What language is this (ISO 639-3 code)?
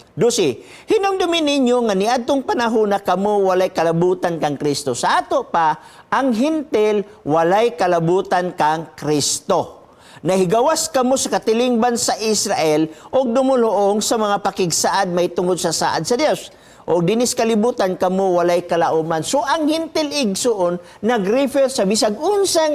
ceb